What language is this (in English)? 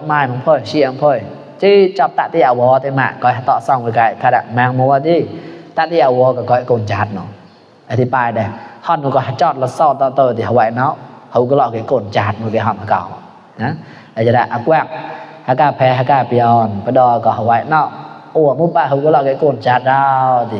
Mon